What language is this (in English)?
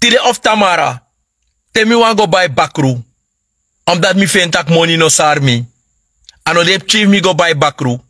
Sranan Tongo